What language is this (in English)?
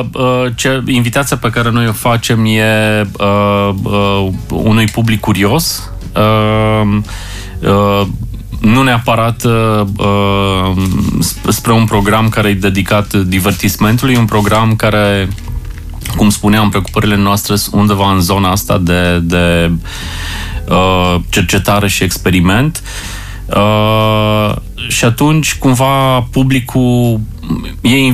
Romanian